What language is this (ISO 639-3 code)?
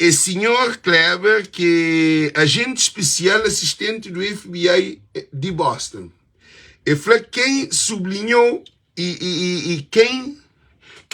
kea